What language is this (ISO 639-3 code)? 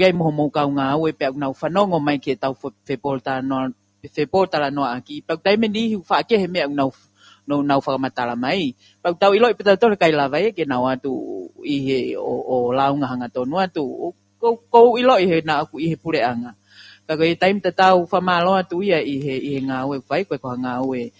ton